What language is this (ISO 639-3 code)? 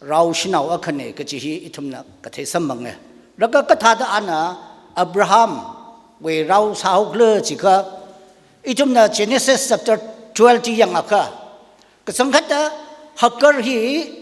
nmf